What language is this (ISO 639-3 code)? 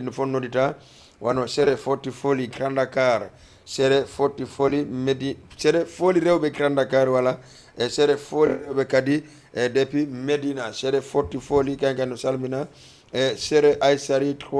ful